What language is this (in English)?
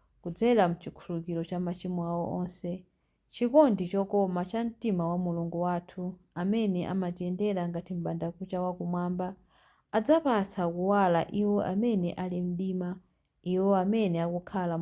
Nyanja